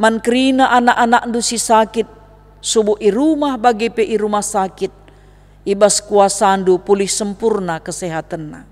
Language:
Batak Karo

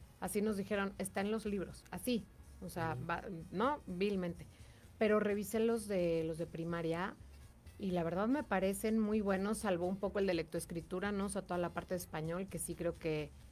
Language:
Spanish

